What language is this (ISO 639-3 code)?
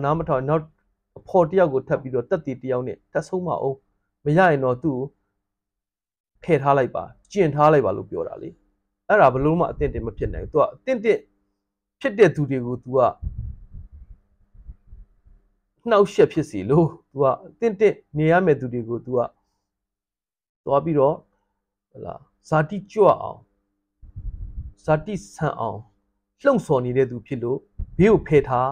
mya